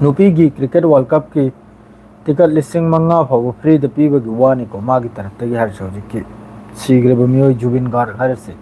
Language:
Manipuri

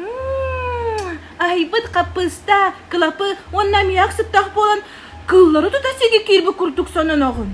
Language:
Yakut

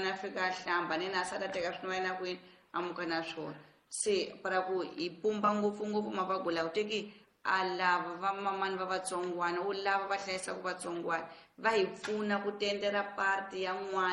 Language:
Tsonga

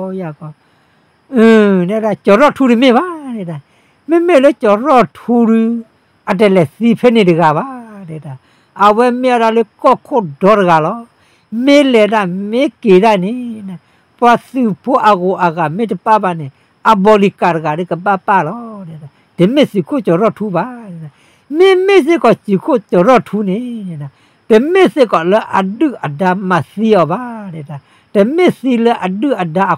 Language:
S'gaw Karen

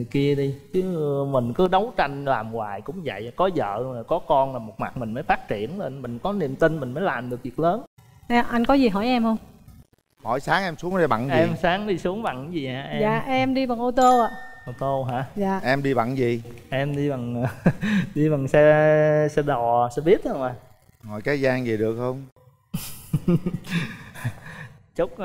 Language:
Vietnamese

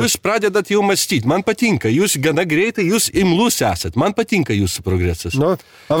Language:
Lithuanian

